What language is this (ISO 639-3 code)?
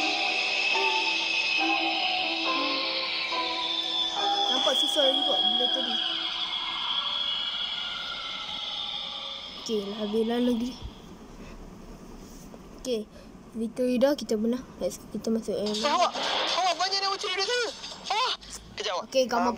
msa